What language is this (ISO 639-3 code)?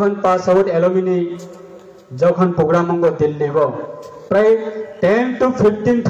ria